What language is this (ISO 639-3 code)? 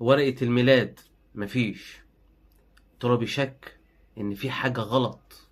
arz